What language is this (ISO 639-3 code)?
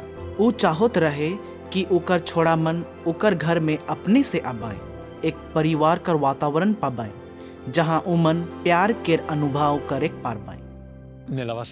sck